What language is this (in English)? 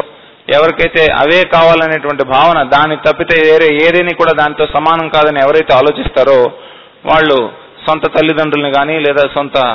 Telugu